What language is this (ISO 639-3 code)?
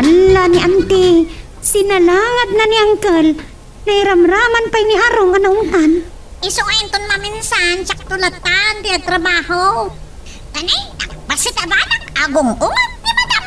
ilo